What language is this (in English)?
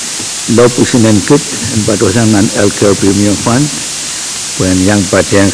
Pohnpeian